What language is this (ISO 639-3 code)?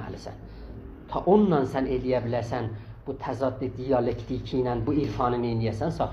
azb